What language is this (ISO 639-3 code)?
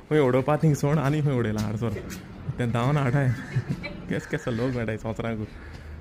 kok